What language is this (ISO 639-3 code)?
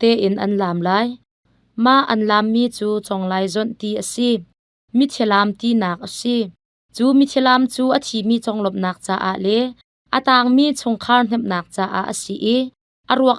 cnh